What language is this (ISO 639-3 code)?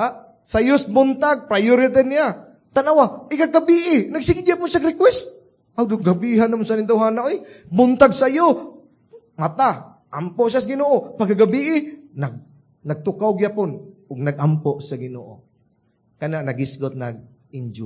ceb